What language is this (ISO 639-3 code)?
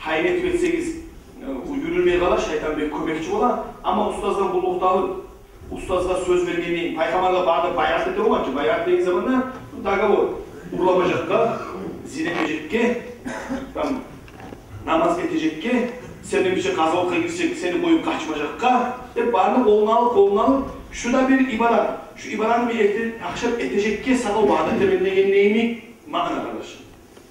kum